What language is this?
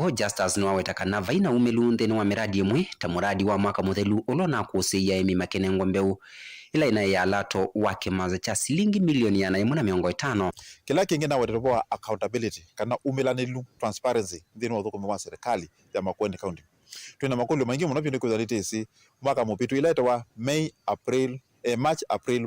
Kamba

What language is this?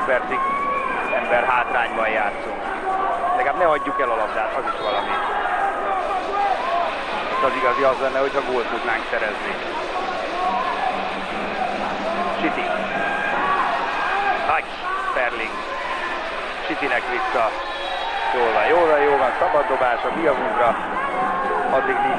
Hungarian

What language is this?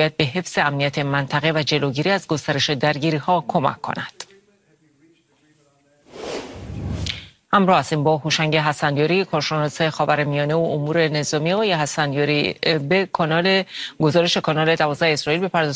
Persian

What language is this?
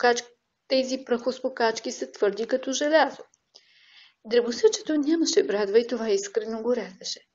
Bulgarian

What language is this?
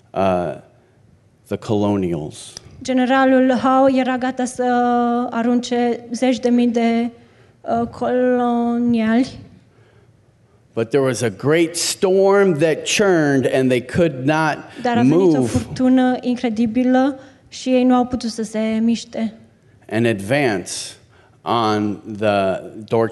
Romanian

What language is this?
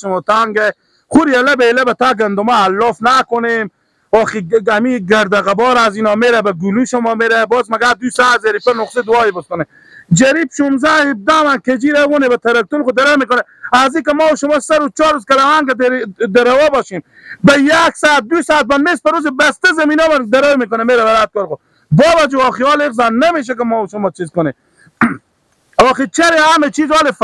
Persian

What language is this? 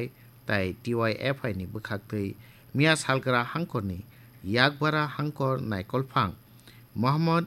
Kok Borok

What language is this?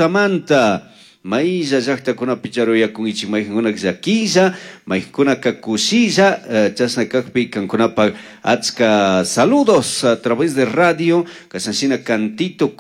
Chimborazo Highland Quichua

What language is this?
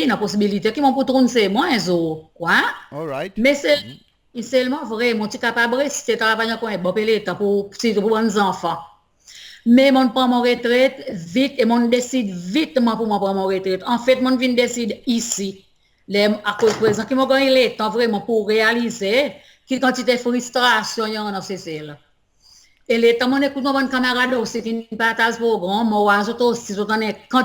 Seselwa Creole French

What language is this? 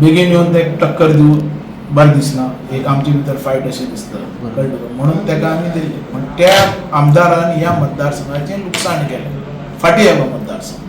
Konkani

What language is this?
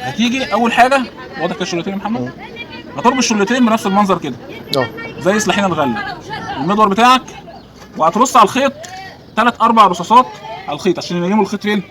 Egyptian Arabic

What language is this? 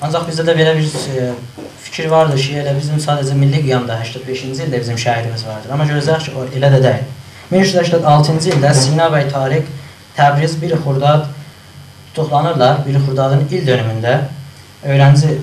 South Azerbaijani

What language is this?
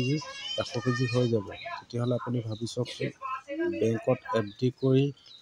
Assamese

